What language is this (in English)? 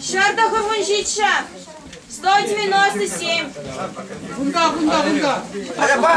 Chuvash